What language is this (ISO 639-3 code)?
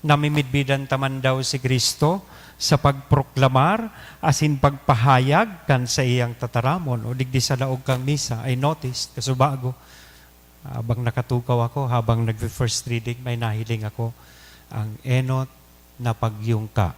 bik